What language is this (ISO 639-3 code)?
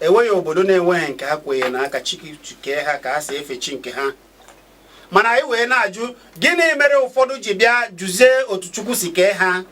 ibo